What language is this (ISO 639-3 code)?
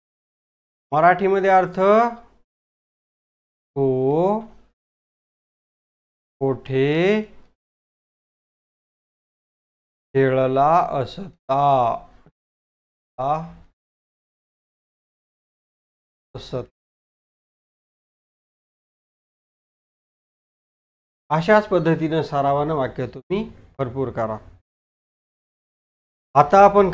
mar